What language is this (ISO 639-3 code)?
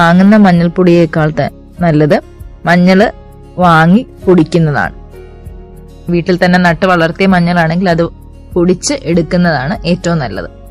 mal